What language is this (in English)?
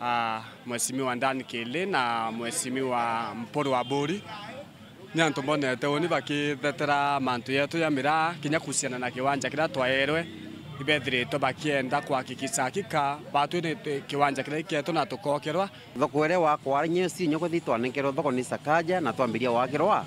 Meru